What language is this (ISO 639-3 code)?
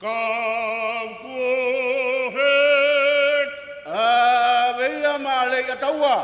ton